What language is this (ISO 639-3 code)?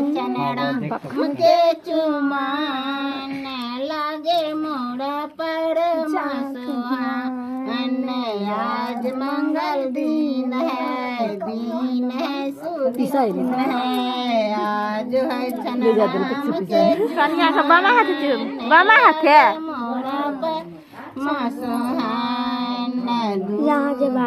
mai